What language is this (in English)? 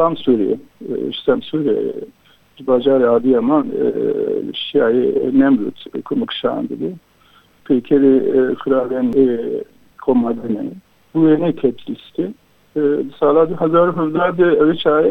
Kurdish